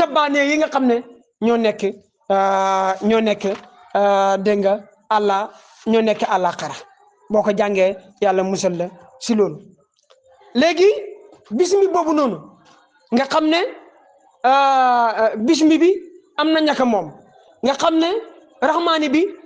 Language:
Wolof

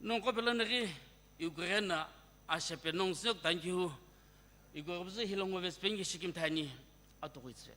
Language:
Sumi Naga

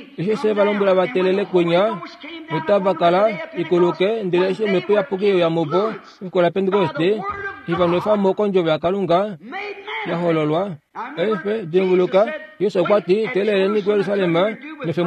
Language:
Kuanyama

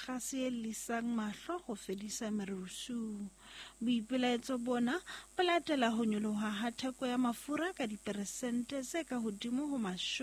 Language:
Southern Sotho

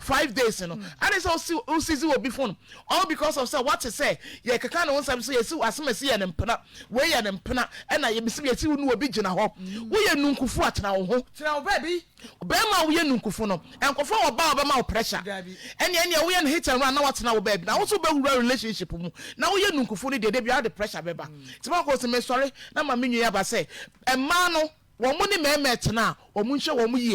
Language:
Akan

